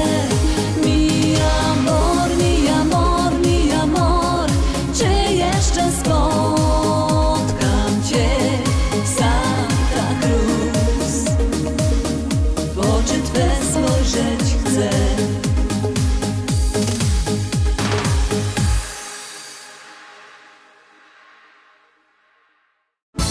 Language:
Polish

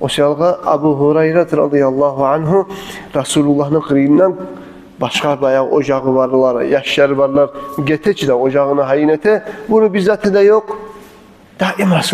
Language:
Kumyk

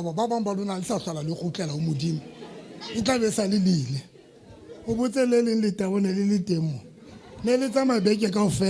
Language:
Southern Sotho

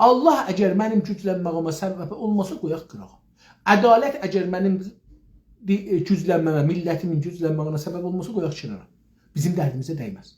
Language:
South Azerbaijani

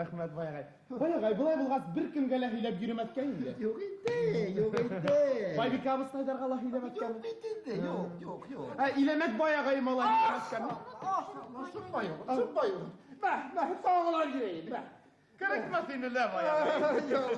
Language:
Bashkir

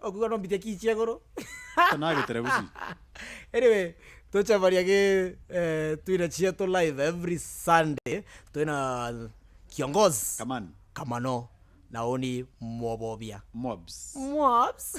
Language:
Meru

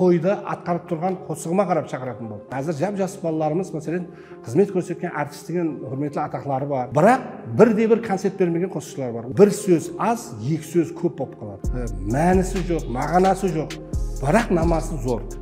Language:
Kara-Kalpak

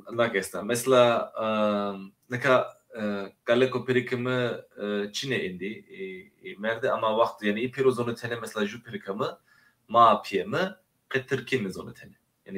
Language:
Zaza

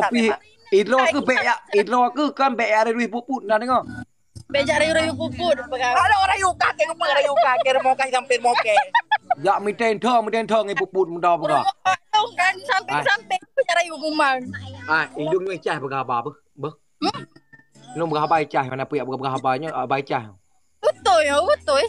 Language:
Achinese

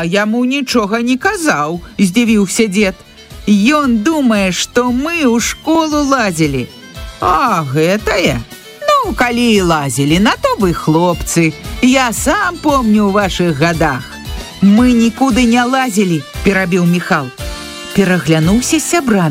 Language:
Belarusian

